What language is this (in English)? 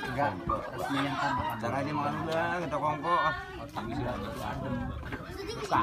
Betawi